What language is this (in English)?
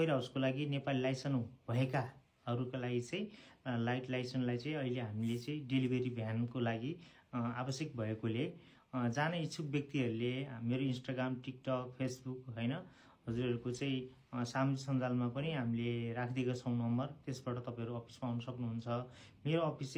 Nepali